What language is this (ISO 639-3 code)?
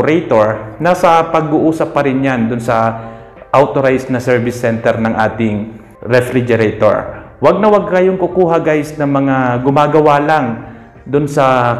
fil